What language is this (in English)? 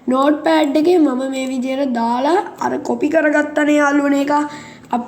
Sinhala